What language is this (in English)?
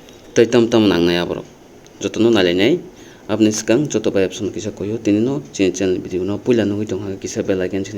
Kok Borok